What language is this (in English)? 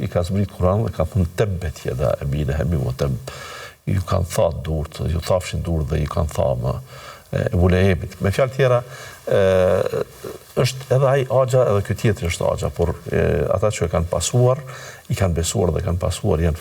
Albanian